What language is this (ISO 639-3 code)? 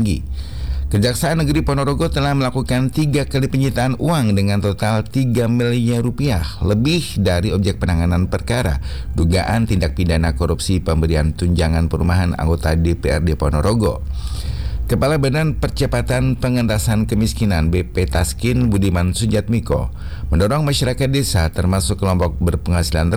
ind